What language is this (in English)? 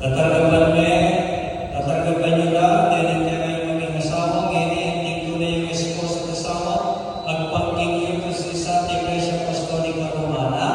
Pampanga